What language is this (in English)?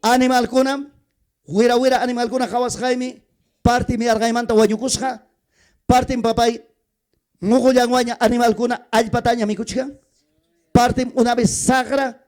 Ayacucho Quechua